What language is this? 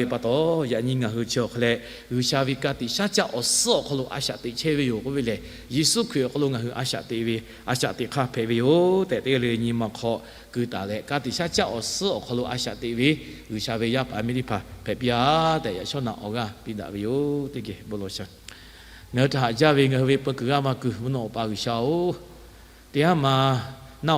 Lahu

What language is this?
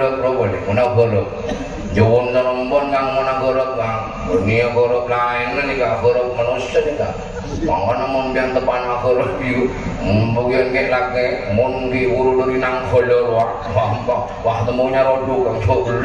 Madurese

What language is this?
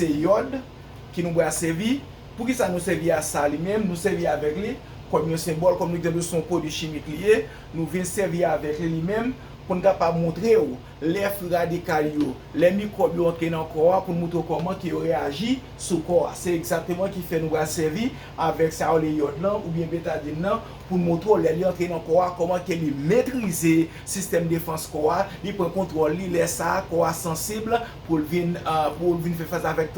Haitian Creole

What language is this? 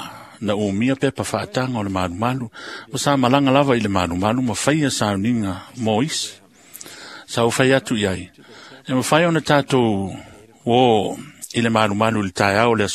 Samoan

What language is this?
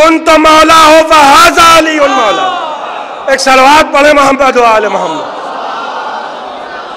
Urdu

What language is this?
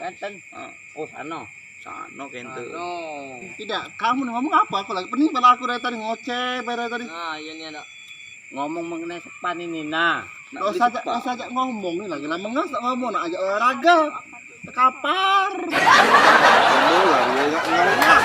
Musi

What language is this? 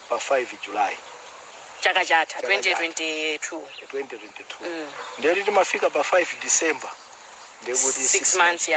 Nyanja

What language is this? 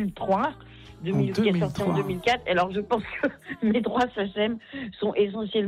French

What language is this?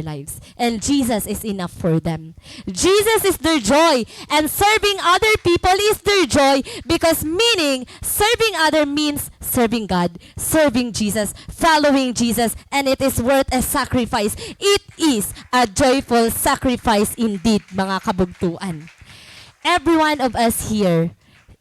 Waray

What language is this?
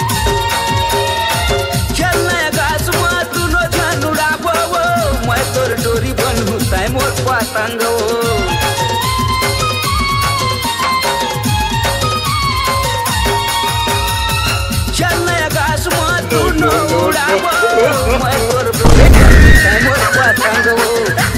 Chhattisgarhi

